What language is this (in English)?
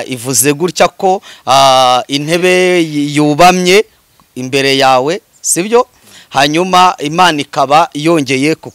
Kinyarwanda